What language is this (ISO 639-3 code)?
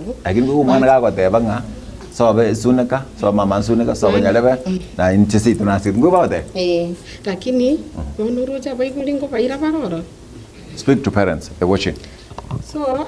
guz